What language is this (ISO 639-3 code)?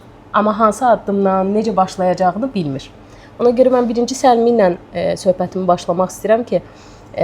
aze